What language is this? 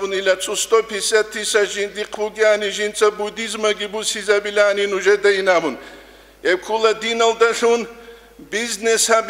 Avaric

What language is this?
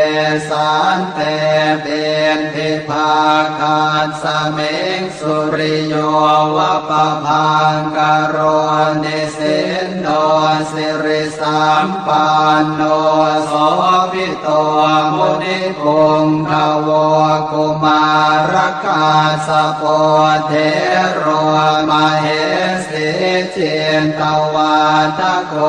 Pali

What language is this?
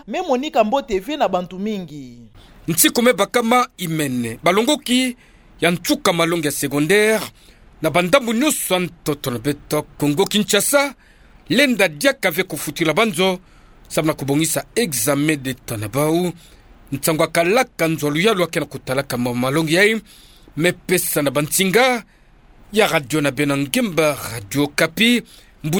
Kituba (Democratic Republic of Congo)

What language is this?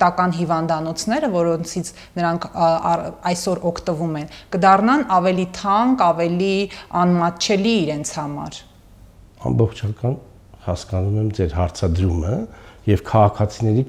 Armenian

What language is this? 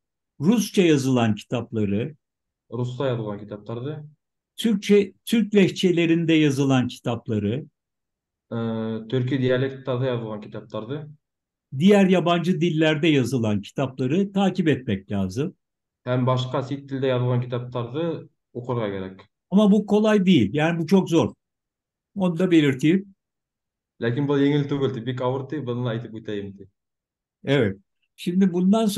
Bashkir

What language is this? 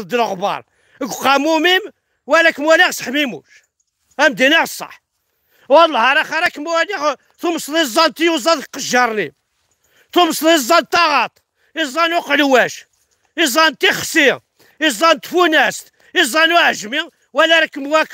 Kabyle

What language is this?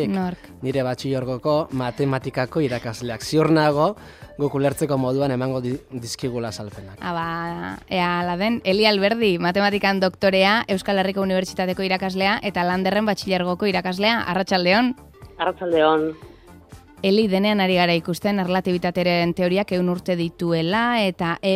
Basque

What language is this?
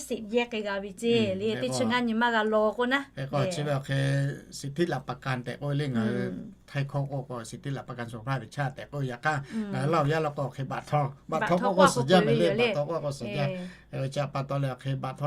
Lahu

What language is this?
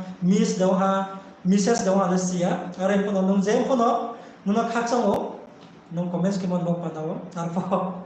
Riang (India)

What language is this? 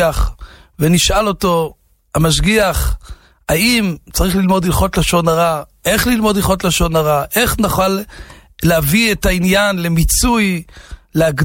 Hebrew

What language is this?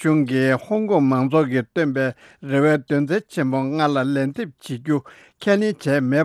Tibetan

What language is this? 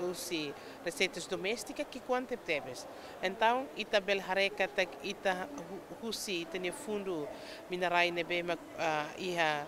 Tetum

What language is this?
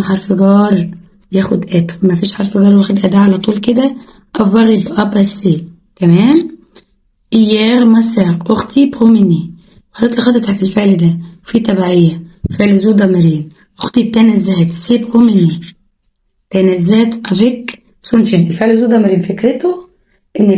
Egyptian Arabic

